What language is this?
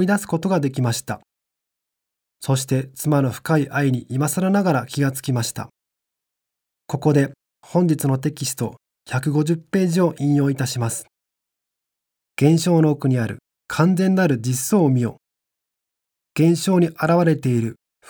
Japanese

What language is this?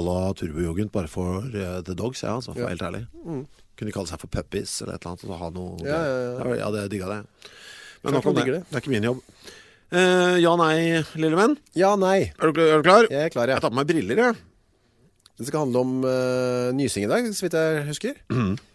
Norwegian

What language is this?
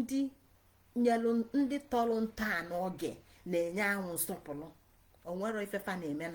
Igbo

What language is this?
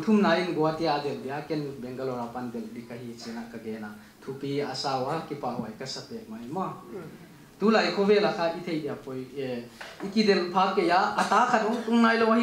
Paite Chin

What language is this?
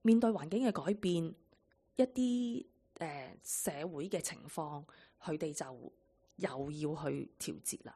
Cantonese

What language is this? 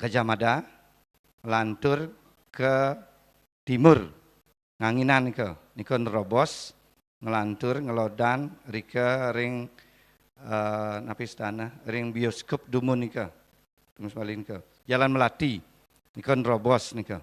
Balinese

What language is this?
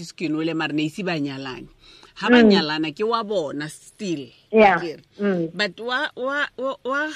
Tswana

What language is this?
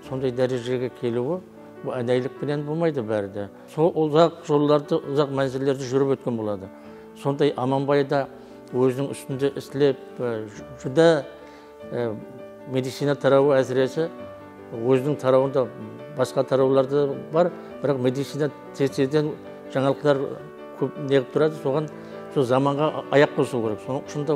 Kara-Kalpak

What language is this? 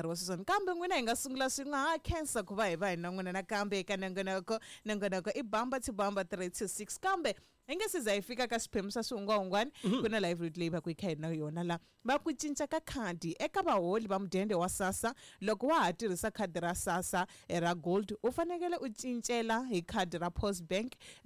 Tsonga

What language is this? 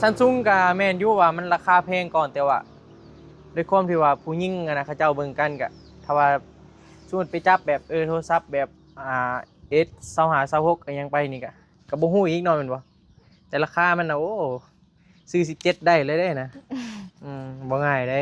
Northeastern Thai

